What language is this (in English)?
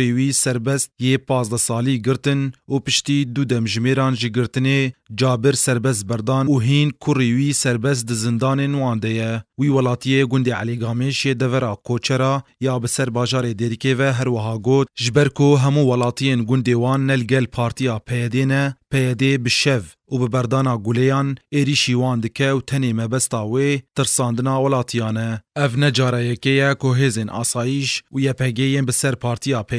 Kurdish